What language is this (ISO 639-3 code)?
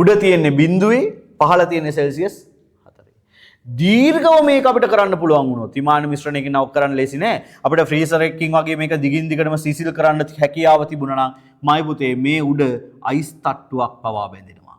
sin